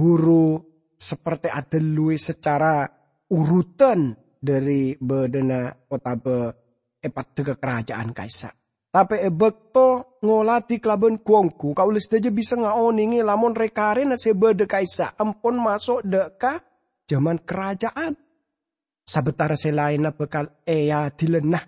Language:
Madurese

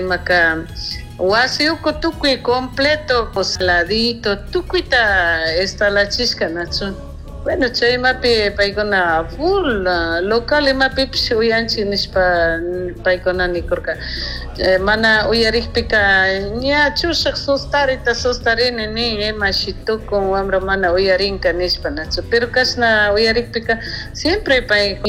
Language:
Chimborazo Highland Quichua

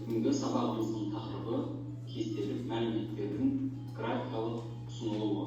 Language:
Kazakh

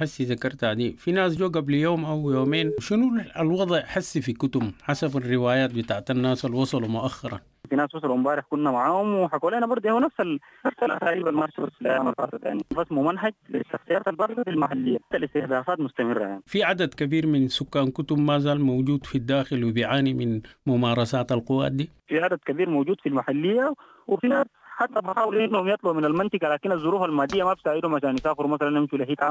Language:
Sudanese Arabic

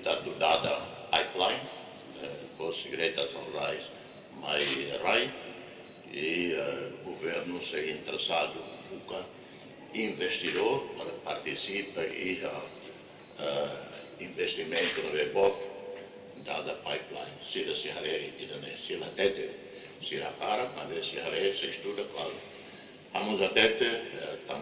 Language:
Tetum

